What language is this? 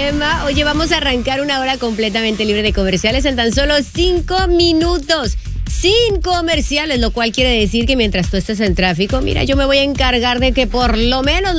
Spanish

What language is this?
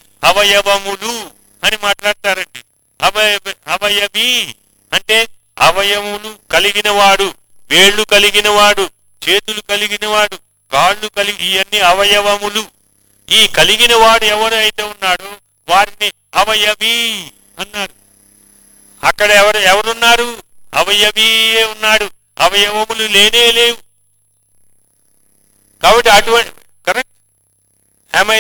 Telugu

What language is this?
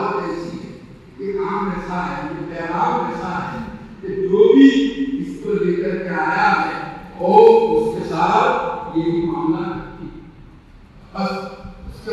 Urdu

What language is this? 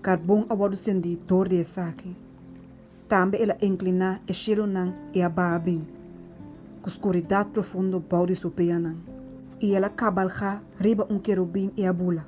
Papiamento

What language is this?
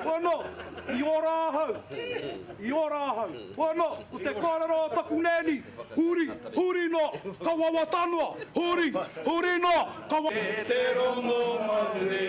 Māori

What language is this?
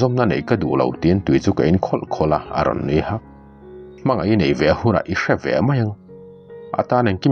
Mizo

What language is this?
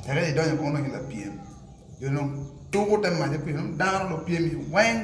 Acoli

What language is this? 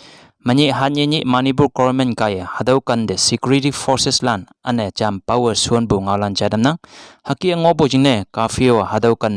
Konyak Naga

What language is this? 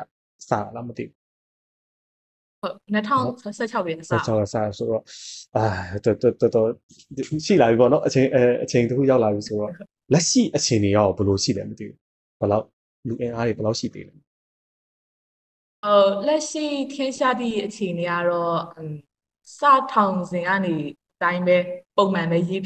Burmese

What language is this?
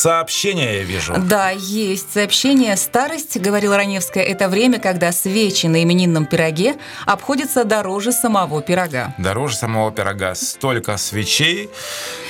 Russian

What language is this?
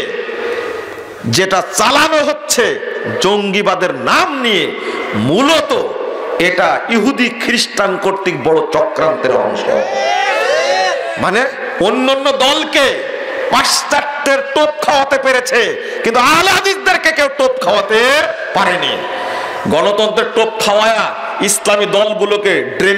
Bangla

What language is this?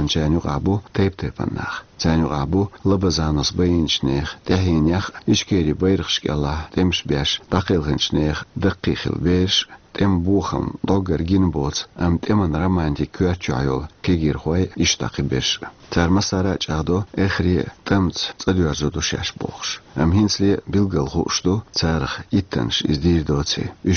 Chechen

